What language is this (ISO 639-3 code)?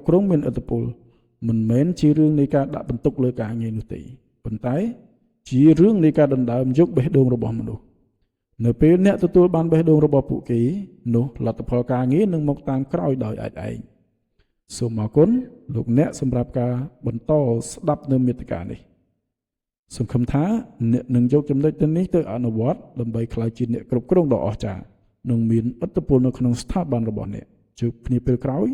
khm